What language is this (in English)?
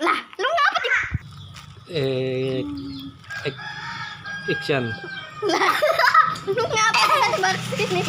Betawi